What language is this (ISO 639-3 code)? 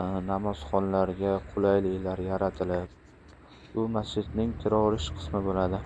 uzb